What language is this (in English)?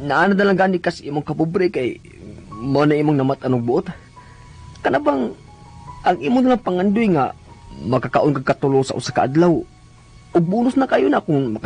Cebuano